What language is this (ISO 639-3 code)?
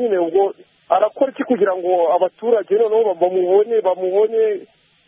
kin